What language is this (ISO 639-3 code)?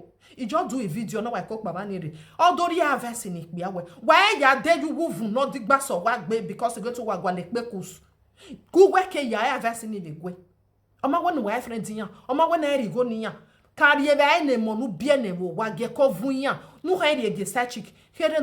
pcm